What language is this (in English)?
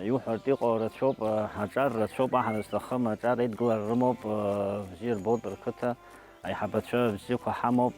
Abkhazian